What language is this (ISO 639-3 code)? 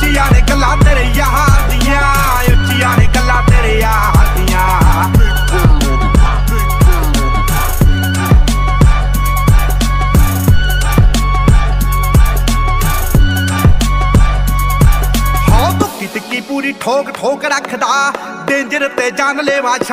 pan